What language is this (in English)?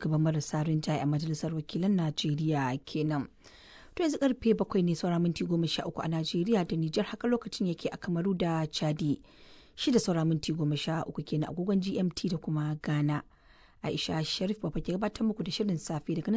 Hausa